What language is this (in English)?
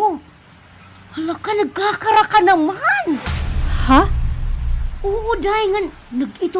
Waray